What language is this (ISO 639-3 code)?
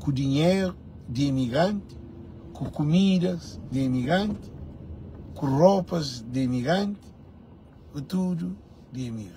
kea